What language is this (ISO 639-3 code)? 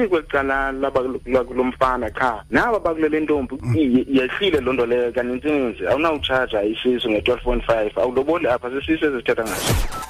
xho